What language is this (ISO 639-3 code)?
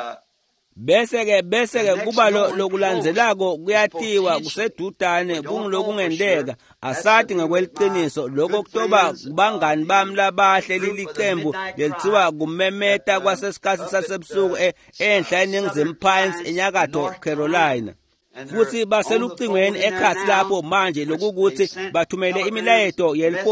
ssw